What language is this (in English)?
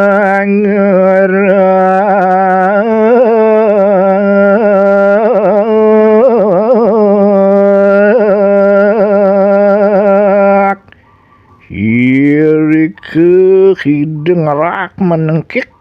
Balinese